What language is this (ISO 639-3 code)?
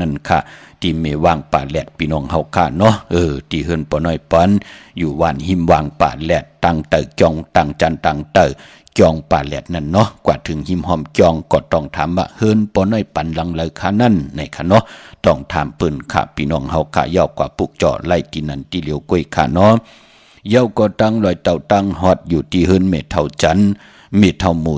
shn